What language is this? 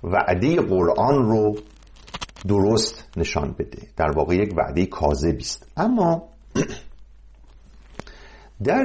Persian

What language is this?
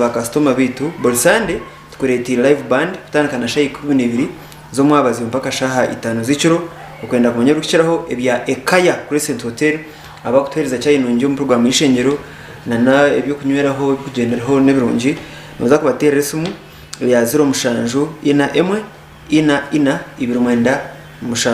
Nyankole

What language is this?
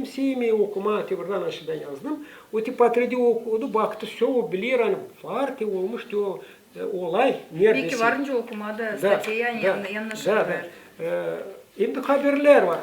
Gagauz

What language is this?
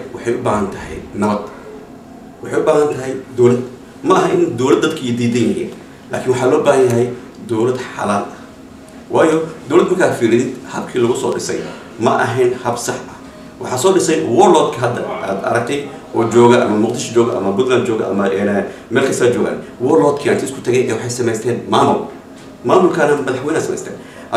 Somali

